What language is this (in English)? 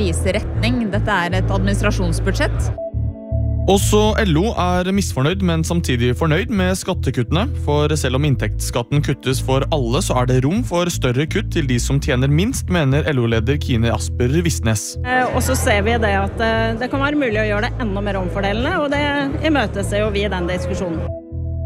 Norwegian